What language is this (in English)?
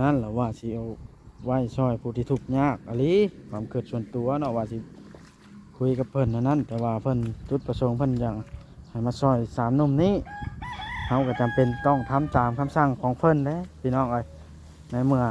Lao